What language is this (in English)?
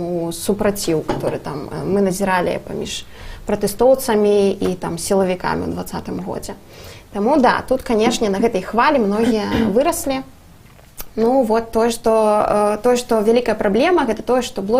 Belarusian